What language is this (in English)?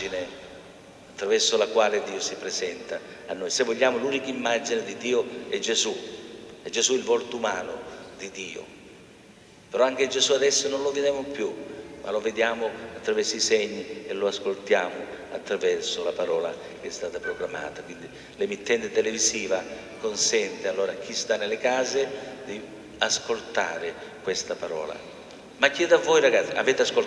Italian